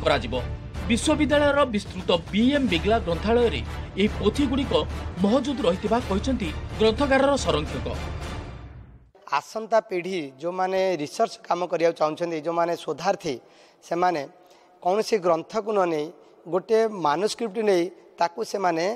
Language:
Odia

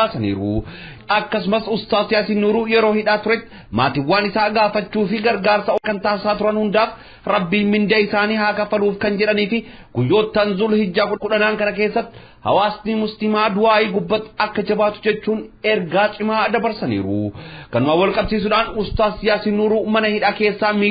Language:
Oromo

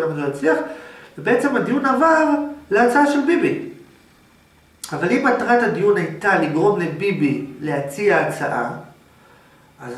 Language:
Hebrew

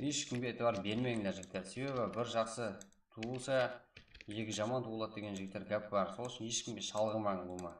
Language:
Kara-Kalpak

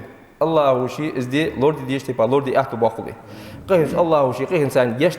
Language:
Ingush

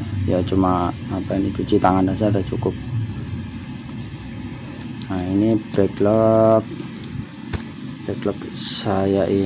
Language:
Indonesian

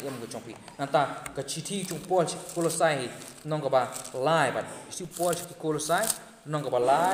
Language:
Khasi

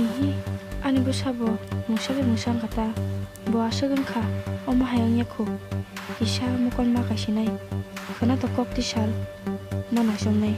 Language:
Kok Borok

